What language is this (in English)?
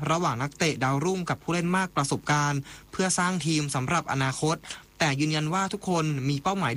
Thai